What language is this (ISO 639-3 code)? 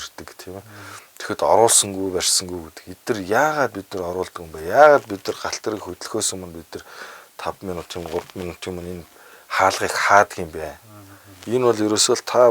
mon